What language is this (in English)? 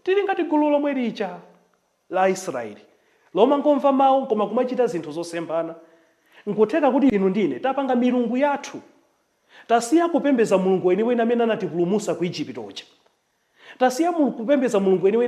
Nyanja